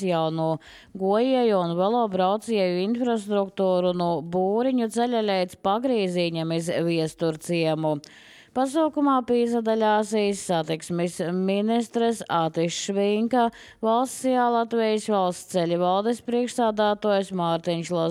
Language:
Latvian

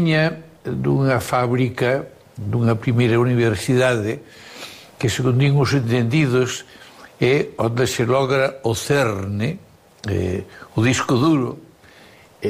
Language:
Galician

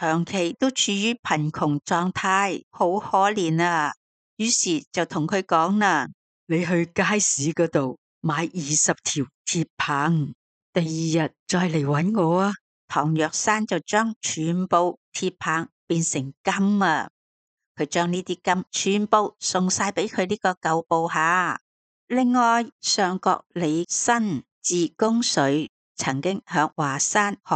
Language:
Cantonese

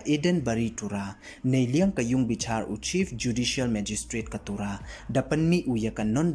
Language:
Pnar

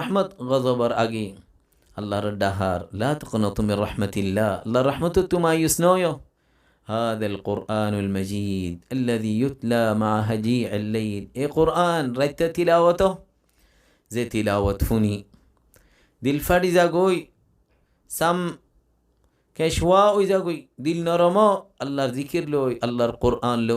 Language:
Rohingya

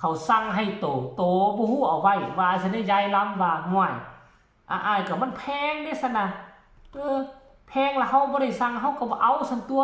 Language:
Northeastern Thai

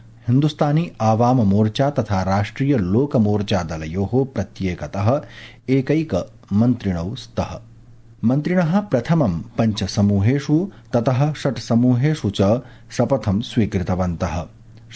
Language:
Sanskrit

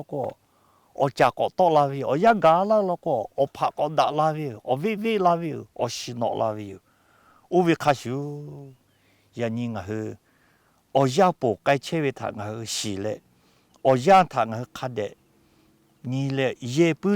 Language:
Lahu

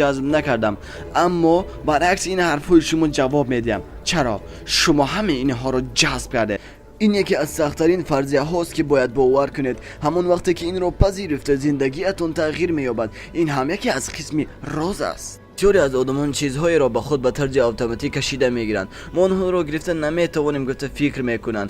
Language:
Tajik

